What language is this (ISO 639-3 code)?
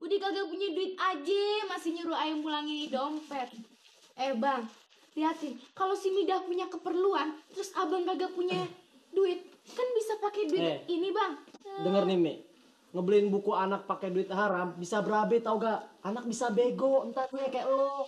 bew